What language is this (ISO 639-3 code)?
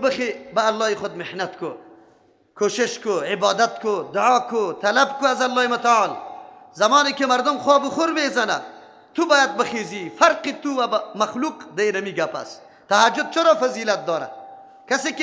fas